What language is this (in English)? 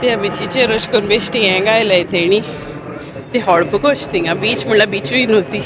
Konkani